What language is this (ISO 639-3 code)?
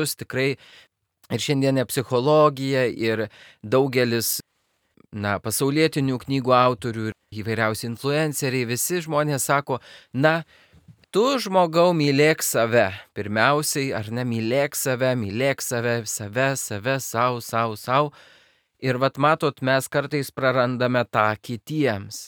lit